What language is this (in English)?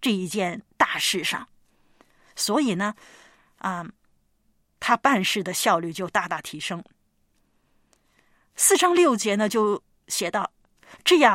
Chinese